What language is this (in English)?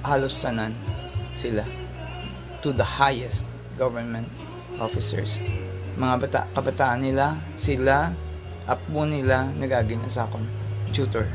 Hiligaynon